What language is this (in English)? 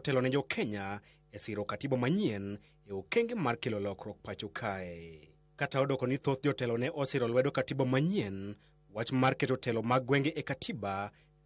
Luo (Kenya and Tanzania)